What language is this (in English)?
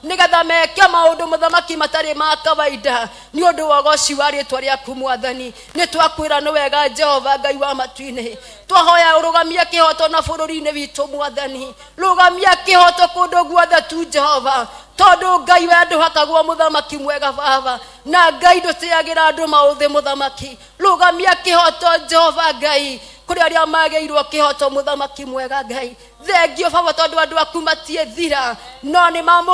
Kikuyu